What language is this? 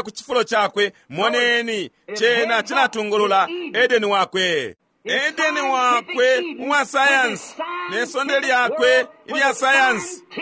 Bemba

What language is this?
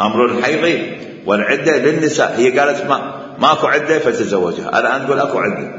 Mesopotamian Arabic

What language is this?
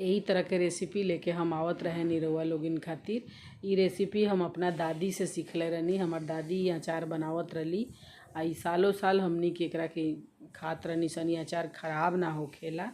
Bhojpuri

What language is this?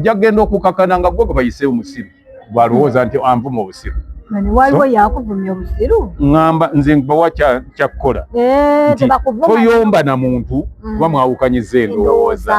Ganda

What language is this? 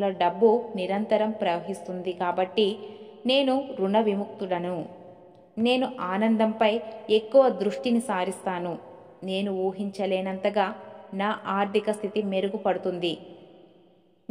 Telugu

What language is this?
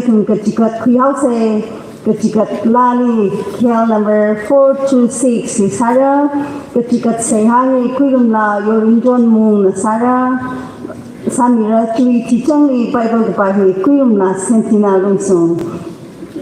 Tangkhul Naga (India)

